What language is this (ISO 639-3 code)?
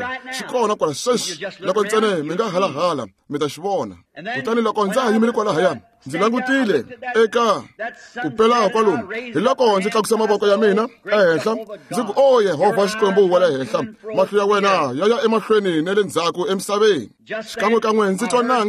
tso